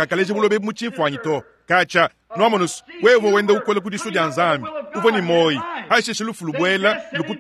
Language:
Luba-Lulua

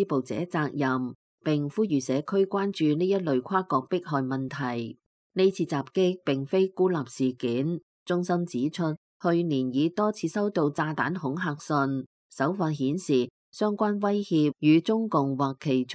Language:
Cantonese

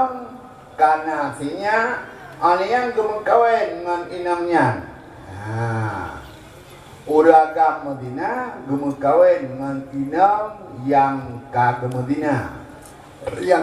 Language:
Achinese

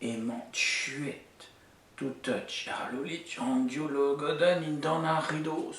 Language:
Breton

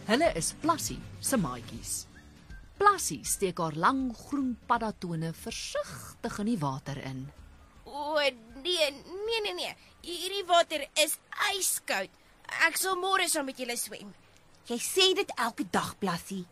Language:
Afrikaans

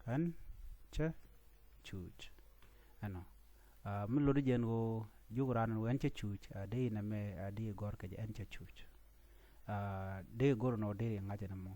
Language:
Nuer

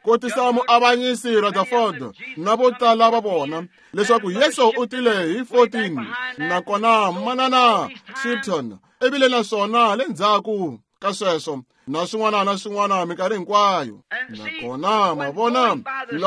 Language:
Tsonga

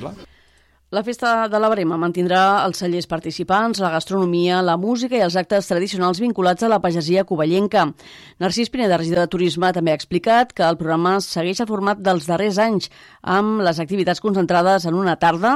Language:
Catalan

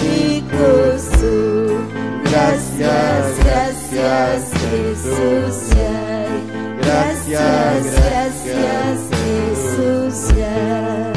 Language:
Ayacucho Quechua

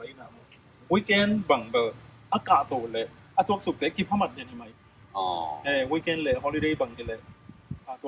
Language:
Tedim Chin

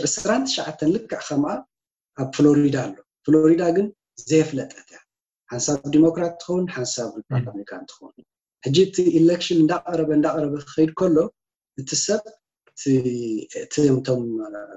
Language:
Tigrinya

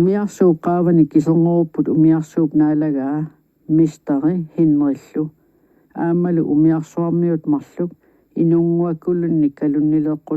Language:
Kalaallisut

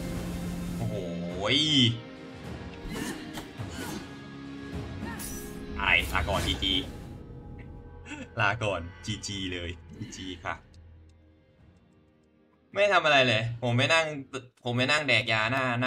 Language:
Thai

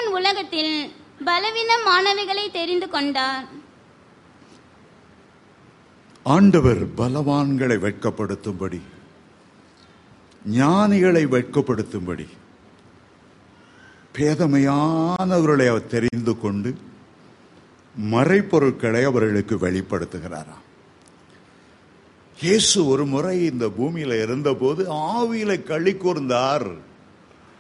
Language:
Tamil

